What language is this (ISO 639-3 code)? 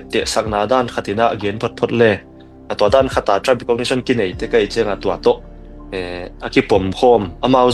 ctd